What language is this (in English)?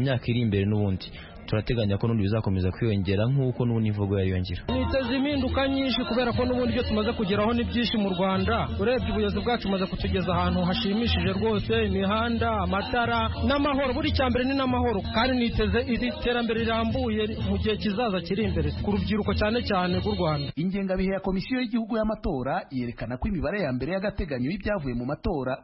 Kinyarwanda